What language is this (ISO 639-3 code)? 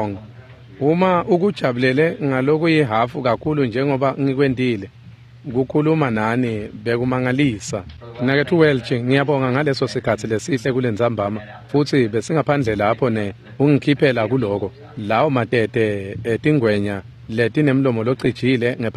ssw